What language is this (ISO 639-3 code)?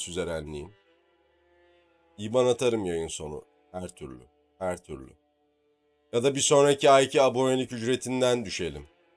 tur